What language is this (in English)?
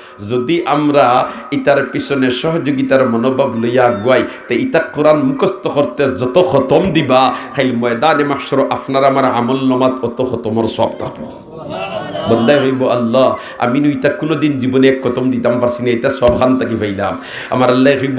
Sylheti